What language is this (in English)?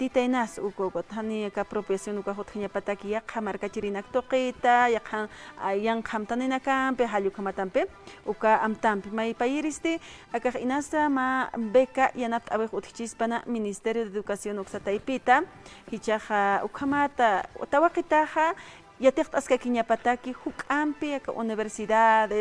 Aymara